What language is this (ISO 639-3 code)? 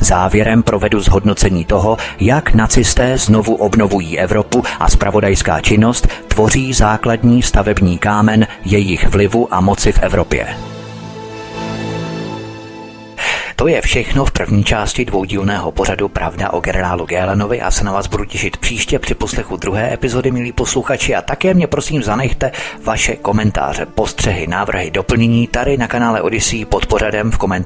ces